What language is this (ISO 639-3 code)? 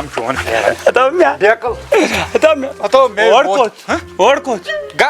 kas